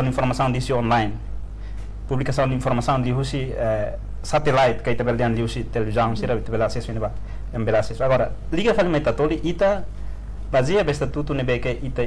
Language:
Tetum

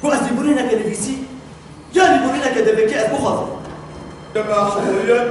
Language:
Kurdish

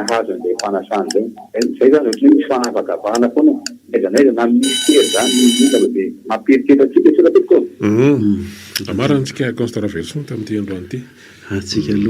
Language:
Malagasy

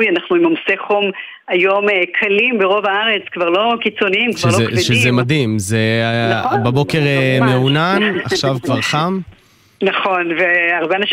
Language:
Hebrew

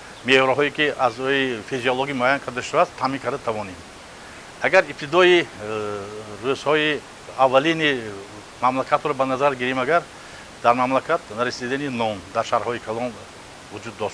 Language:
Tajik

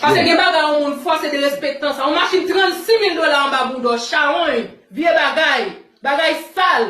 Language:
Haitian Creole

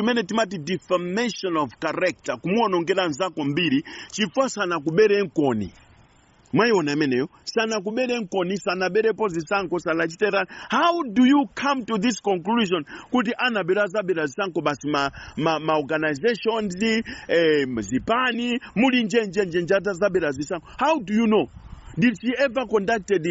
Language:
Nyanja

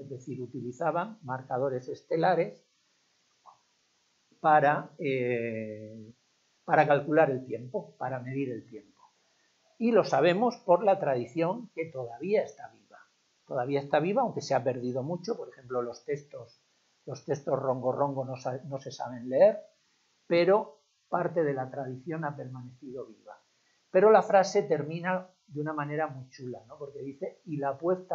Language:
Spanish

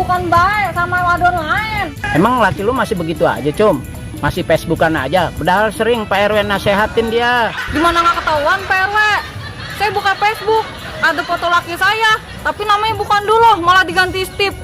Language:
Betawi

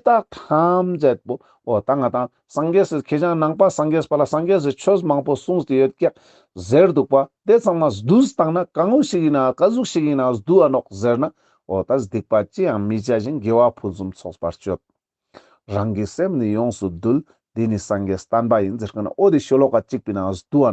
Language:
Ladakhi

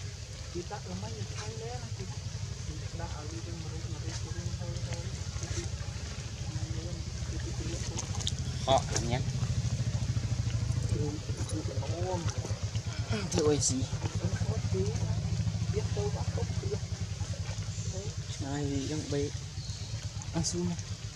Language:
Vietnamese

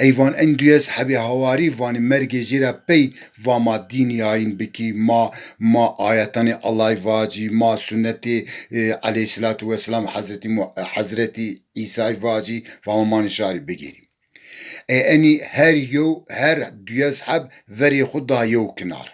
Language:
Zaza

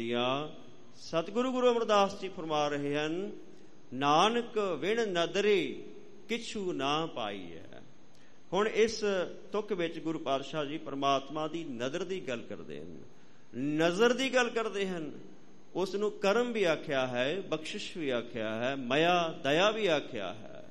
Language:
Punjabi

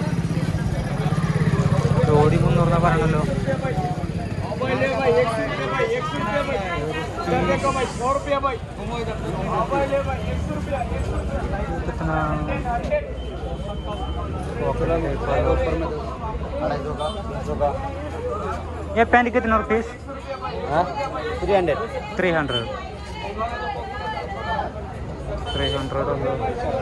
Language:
Malayalam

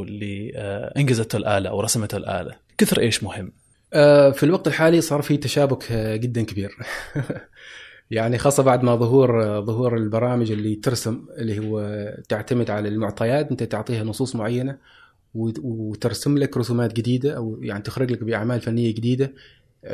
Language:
Gulf Arabic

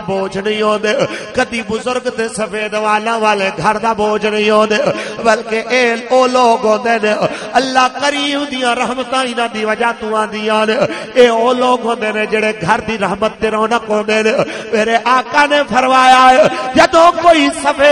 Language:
Western Panjabi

